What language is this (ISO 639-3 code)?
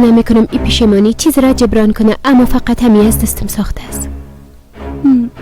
fas